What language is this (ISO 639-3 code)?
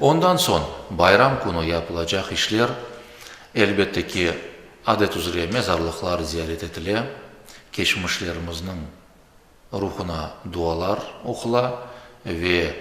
crh